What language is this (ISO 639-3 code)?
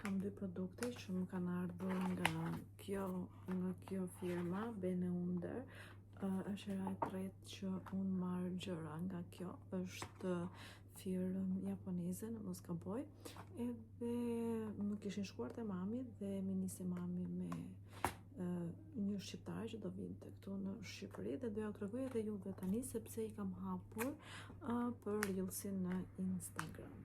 sqi